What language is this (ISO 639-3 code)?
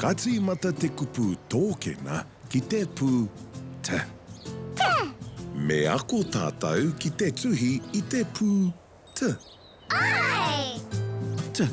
mri